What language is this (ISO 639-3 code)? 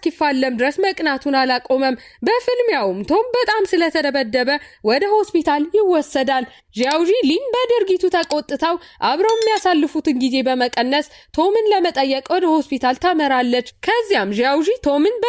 amh